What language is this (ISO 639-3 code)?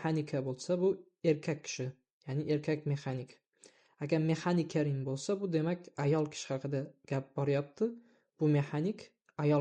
uzb